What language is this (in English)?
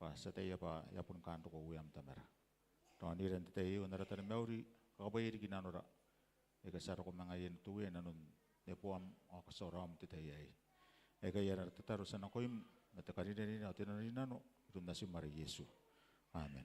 Gilbertese